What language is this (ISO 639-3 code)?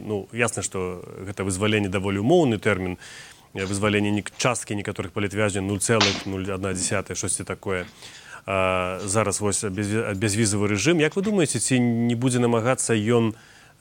bel